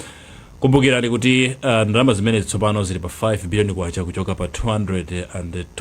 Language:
Nyanja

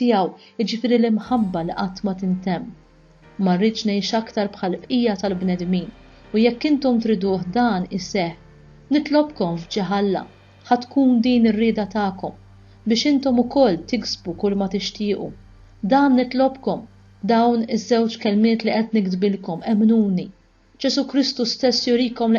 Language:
Maltese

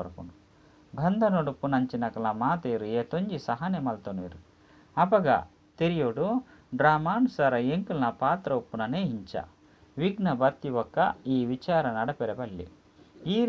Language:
Tulu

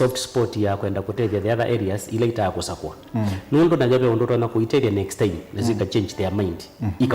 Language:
Kamba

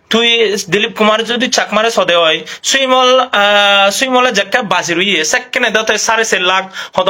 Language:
Chakma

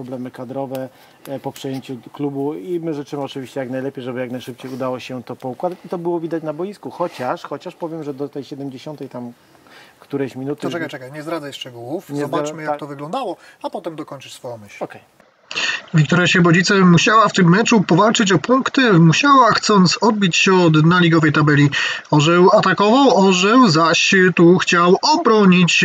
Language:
Polish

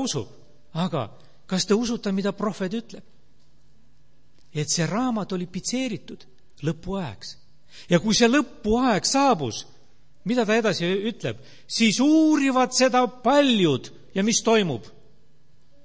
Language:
Estonian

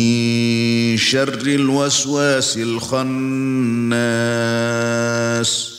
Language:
Arabic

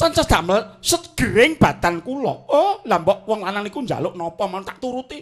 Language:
Javanese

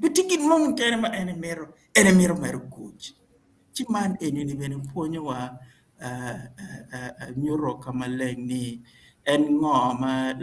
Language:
Acoli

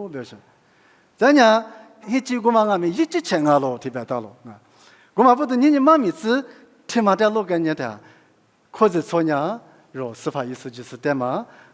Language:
Lisu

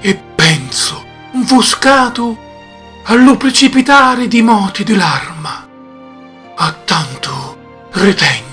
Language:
Sicilian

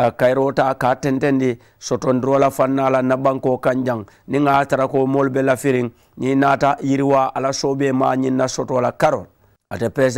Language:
Mandingo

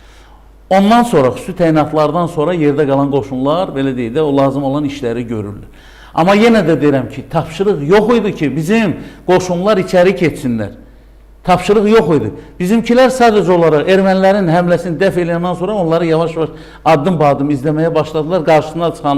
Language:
Azerbaijani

